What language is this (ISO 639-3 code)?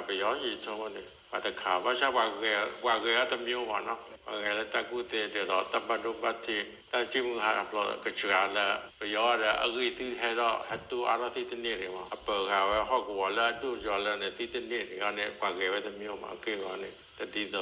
ksw